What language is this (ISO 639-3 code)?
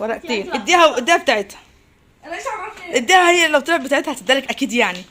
arz